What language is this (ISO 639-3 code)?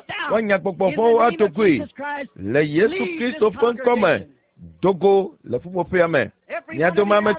ewe